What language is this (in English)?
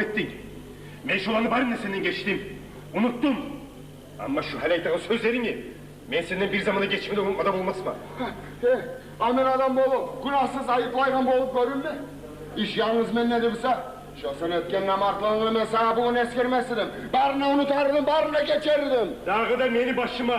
Kumyk